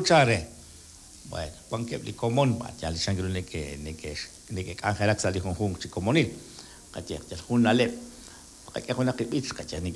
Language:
Kekchí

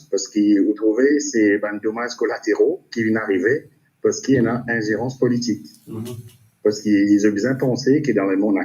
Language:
Morisyen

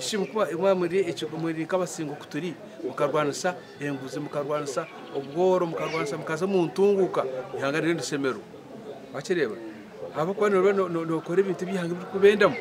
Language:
Nyankole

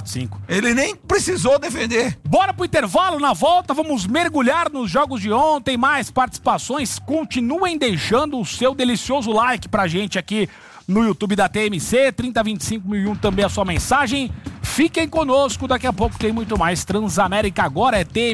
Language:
Portuguese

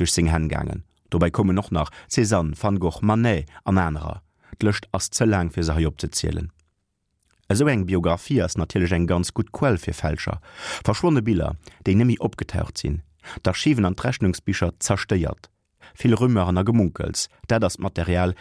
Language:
Luxembourgish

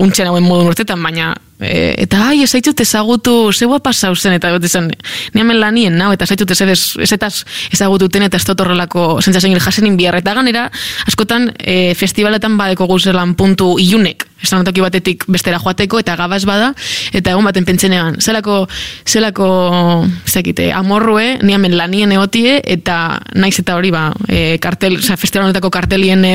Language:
Basque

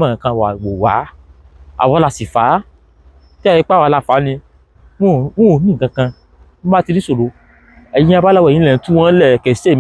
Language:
Yoruba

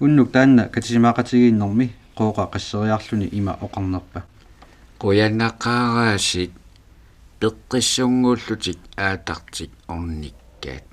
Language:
Kalaallisut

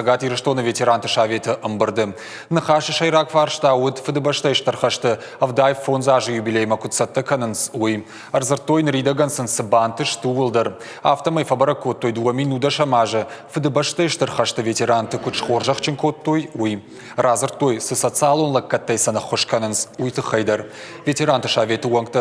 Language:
Ossetic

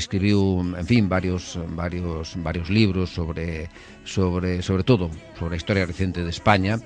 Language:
Galician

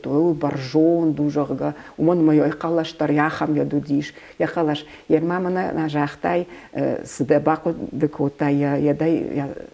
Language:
Ossetic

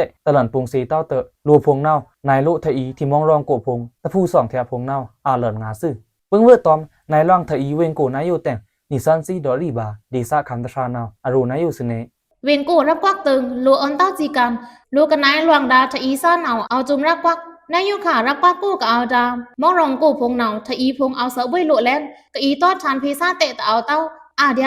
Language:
Pa'o Karen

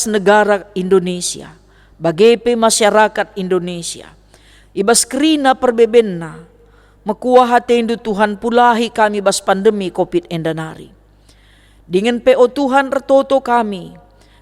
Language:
Batak Karo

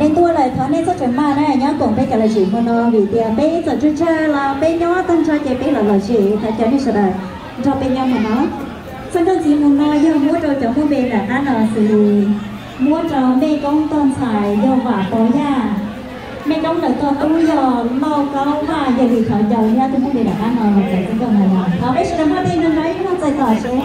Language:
Hmong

